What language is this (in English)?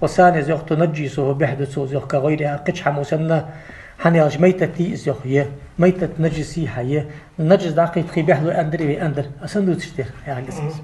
Ingush